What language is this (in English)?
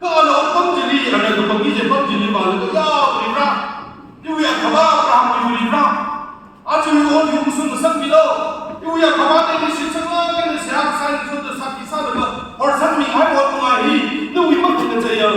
Tangkhul Naga (India)